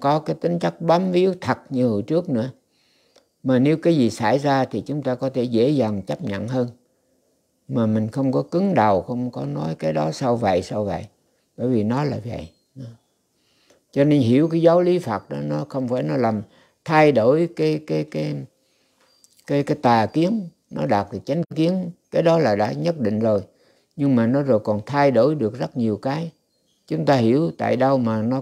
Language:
Vietnamese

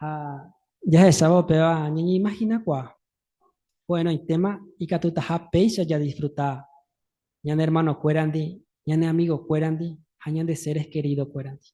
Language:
Guarani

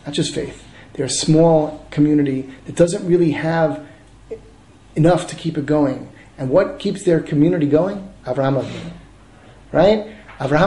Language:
English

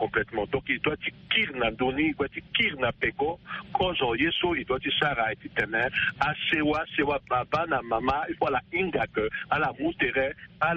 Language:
Sango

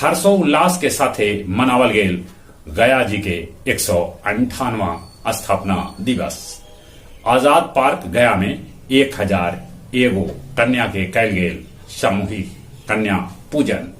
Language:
Magahi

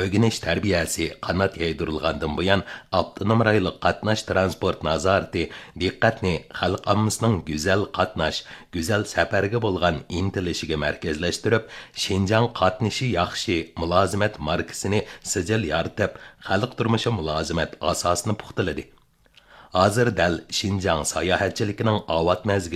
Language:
Uyghur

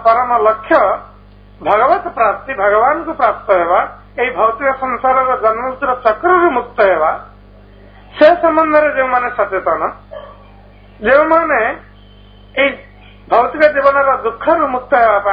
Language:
Odia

